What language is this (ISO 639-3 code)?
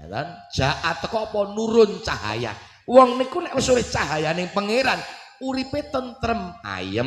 jav